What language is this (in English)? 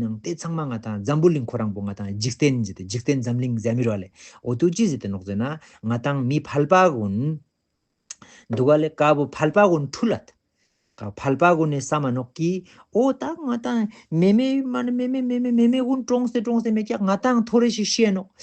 Ladakhi